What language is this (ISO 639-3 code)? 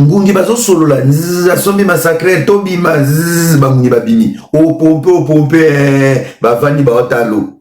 lin